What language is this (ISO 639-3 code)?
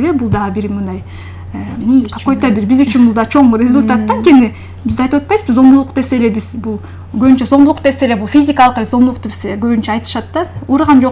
kir